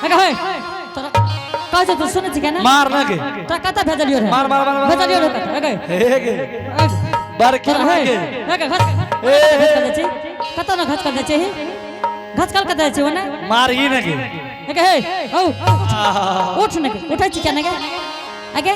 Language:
Angika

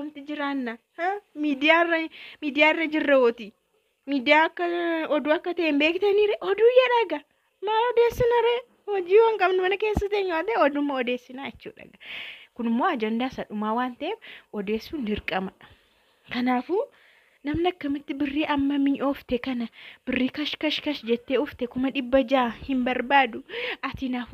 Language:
Oromo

